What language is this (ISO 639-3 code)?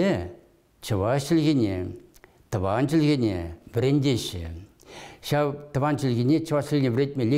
chv